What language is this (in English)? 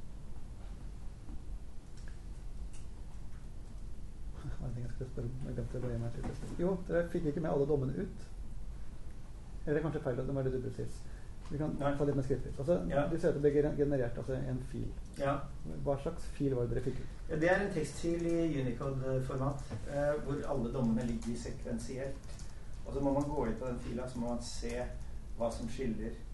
Norwegian